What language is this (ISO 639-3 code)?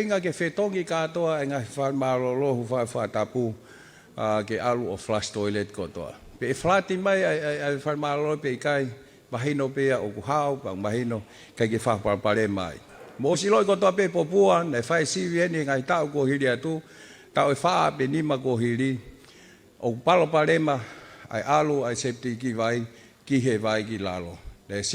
ton